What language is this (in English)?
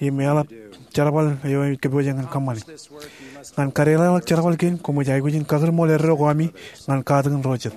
Marshallese